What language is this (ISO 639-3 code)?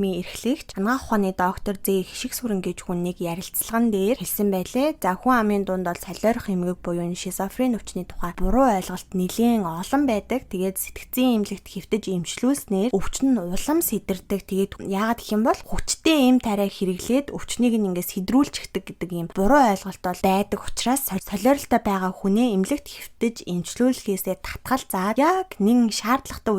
mon